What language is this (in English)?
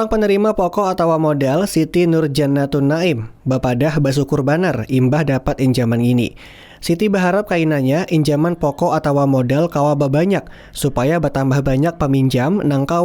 Banjar